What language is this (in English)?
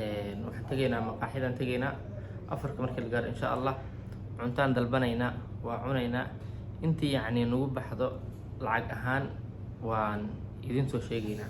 Somali